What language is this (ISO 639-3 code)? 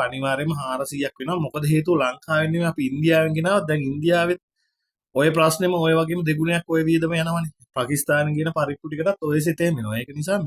sin